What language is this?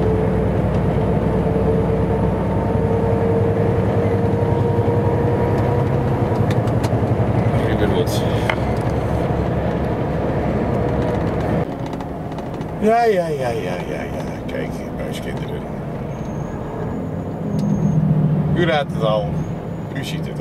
Dutch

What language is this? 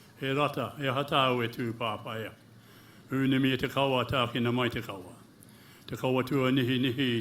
Māori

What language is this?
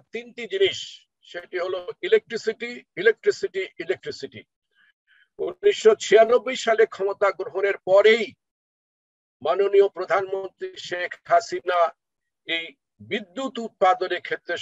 Bangla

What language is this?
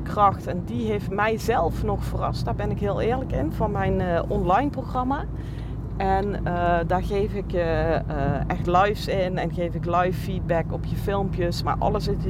Dutch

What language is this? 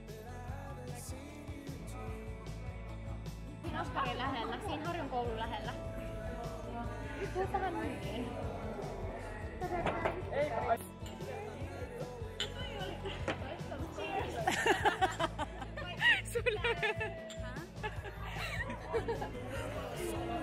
Finnish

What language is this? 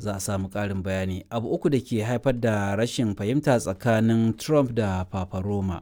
Hausa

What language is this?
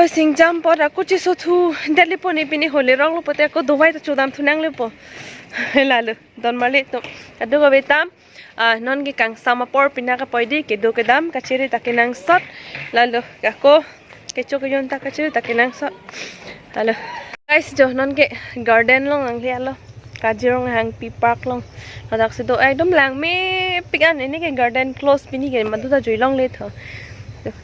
Karbi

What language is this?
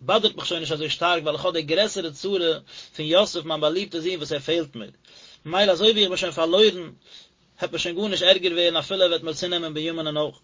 Yiddish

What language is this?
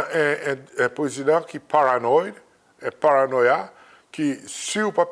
Seselwa Creole French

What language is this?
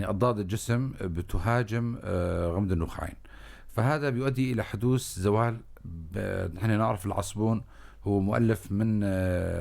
North Levantine Arabic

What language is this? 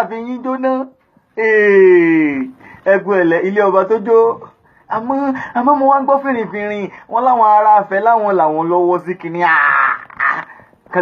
Yoruba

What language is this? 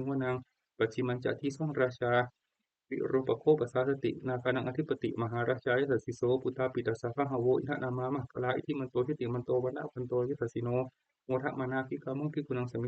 Pali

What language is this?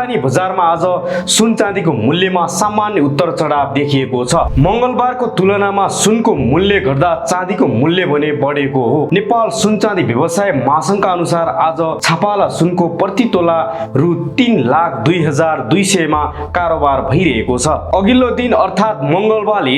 Nepali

